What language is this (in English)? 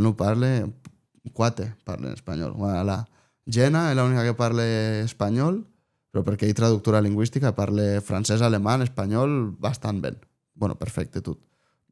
Occitan